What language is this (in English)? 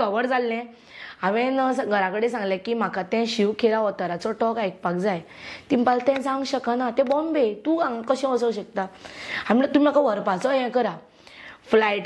Konkani